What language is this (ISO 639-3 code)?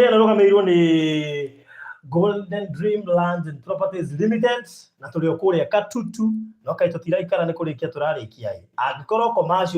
kik